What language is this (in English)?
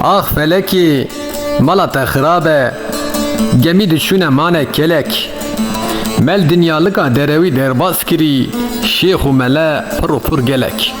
Kurdish